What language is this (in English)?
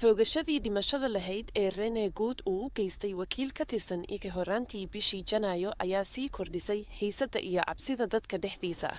Somali